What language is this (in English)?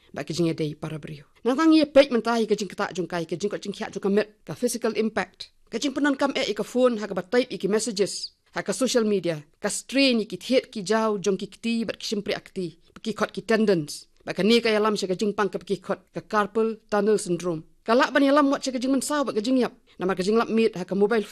Khasi